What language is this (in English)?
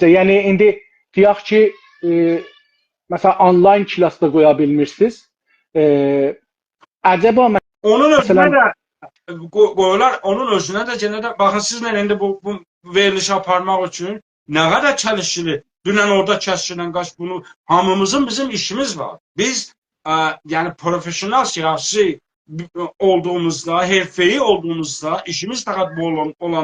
South Azerbaijani